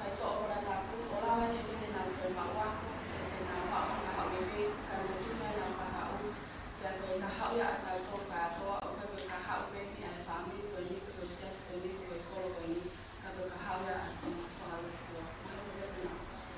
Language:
Tongan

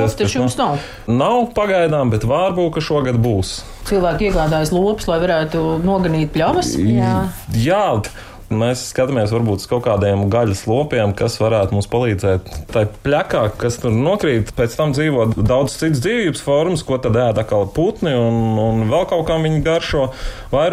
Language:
Latvian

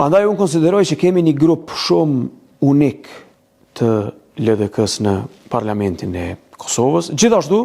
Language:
Albanian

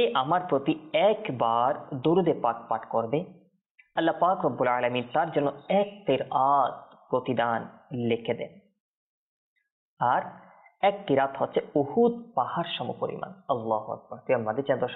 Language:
Bangla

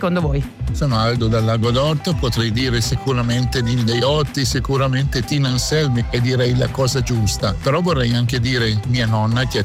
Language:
Italian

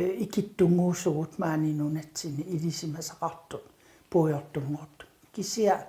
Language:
Kalaallisut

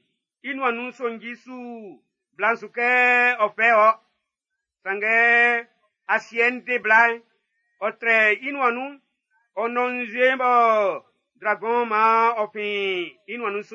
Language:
Baoulé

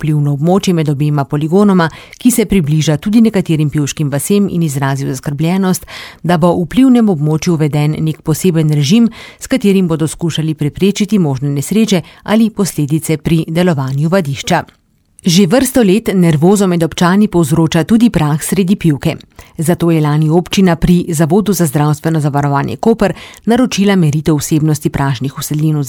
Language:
Slovenian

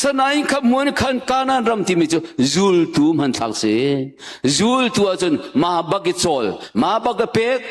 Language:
Hakha Chin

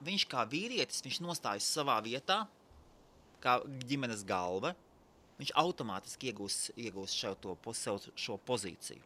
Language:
Latvian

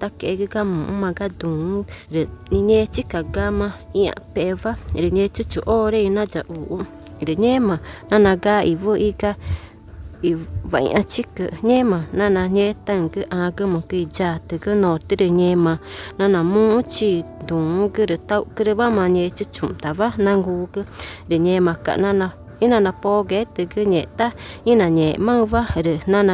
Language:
Ticuna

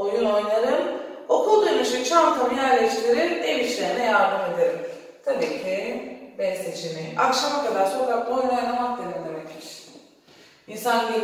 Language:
Turkish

